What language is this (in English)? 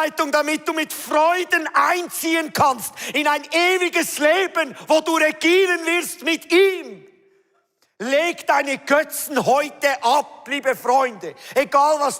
Swiss German